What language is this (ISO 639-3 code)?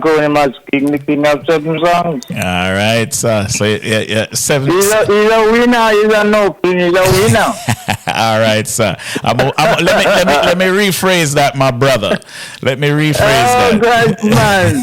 jam